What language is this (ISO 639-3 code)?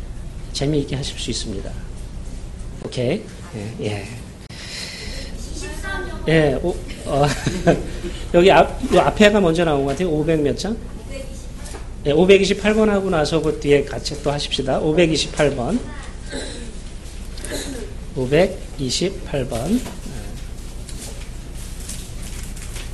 kor